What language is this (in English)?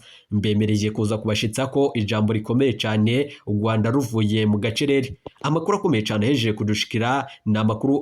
Rundi